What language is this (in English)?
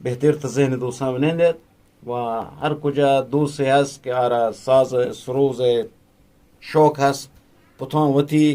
Eastern Balochi